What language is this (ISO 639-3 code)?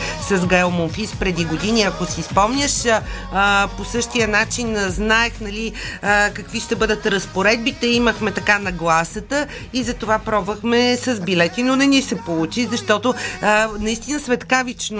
bul